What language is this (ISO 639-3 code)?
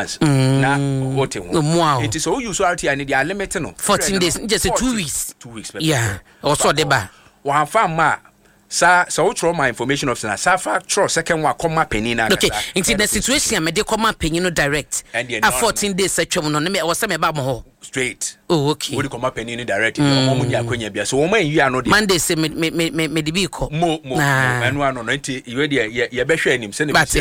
aka